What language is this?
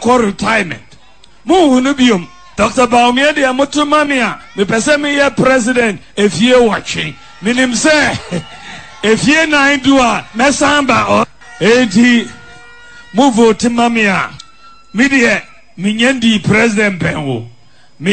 Akan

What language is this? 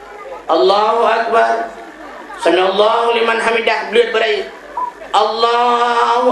Achinese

